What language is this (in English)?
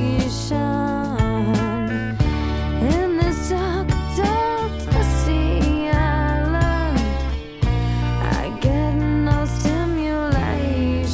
English